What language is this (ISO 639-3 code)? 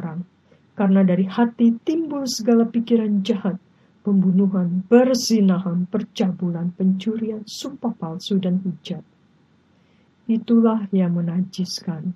ind